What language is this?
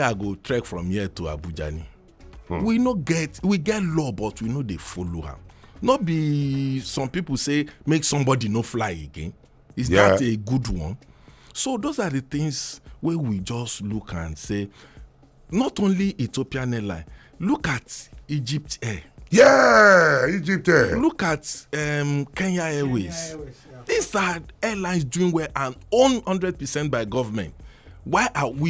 Nigerian Pidgin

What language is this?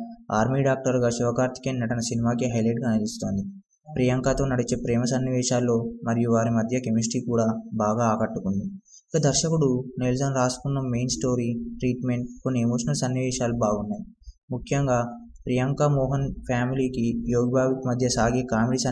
Telugu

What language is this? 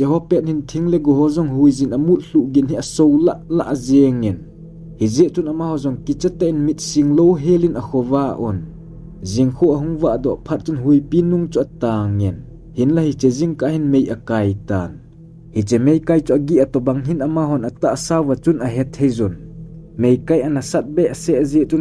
Thado Chin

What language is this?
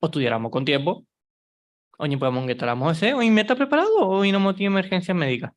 Guarani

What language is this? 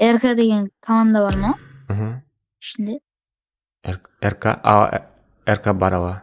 Kara-Kalpak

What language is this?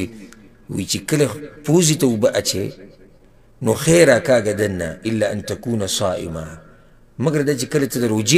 Pashto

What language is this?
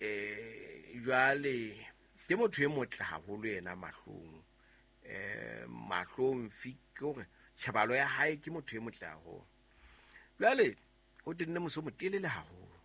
Southern Sotho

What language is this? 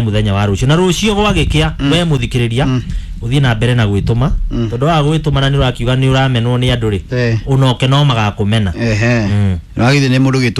Kikuyu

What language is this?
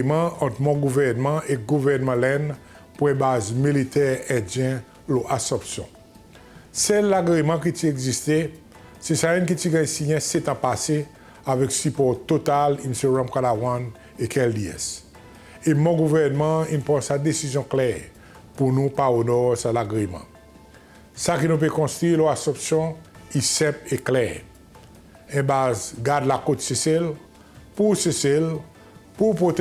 Seselwa Creole French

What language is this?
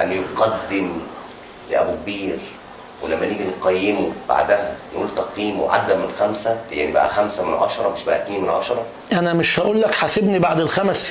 Egyptian Arabic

